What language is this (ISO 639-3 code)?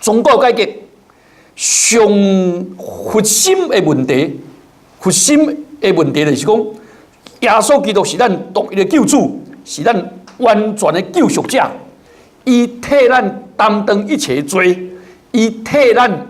nan